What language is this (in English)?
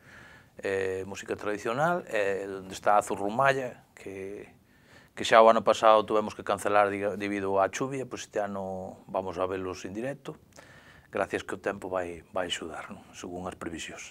Galician